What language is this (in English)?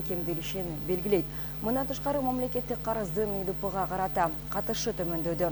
Kyrgyz